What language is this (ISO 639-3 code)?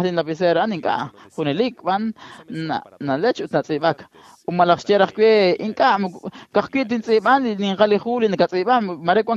kek